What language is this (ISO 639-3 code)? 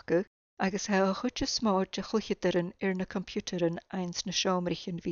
gla